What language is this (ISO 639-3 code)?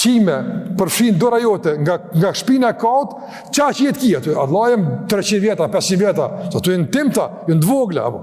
sqi